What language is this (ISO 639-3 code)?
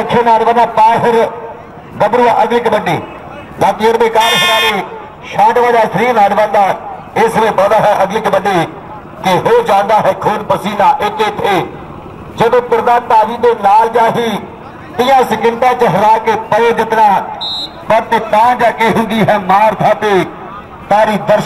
pan